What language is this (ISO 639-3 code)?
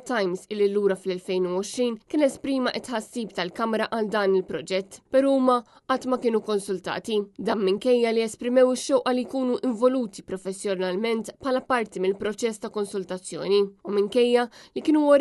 mlt